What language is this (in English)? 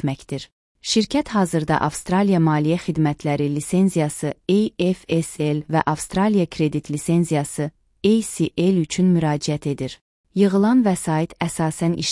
Azerbaijani